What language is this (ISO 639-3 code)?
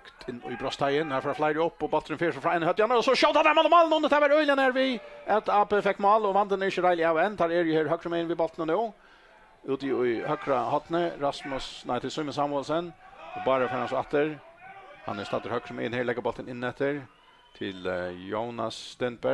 fao